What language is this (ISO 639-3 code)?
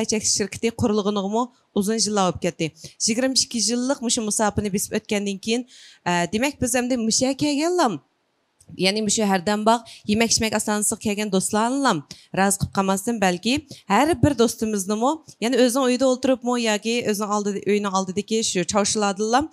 uig